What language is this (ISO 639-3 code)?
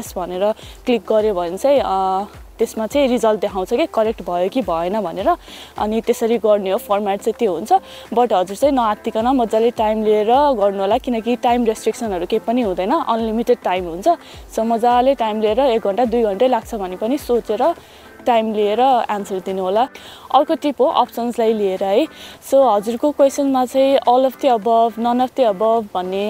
nep